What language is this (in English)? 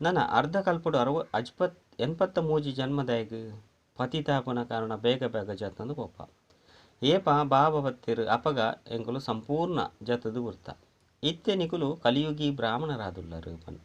Tulu